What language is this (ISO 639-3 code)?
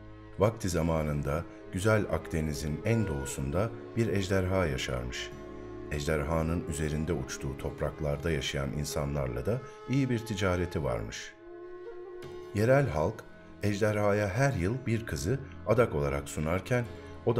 tur